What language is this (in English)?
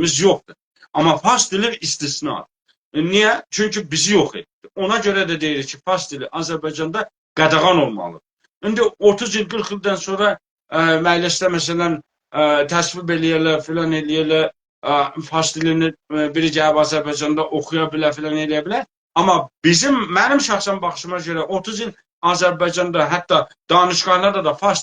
South Azerbaijani